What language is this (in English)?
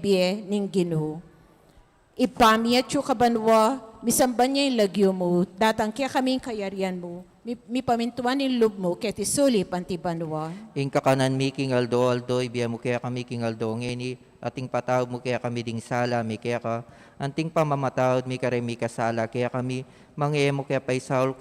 Pampanga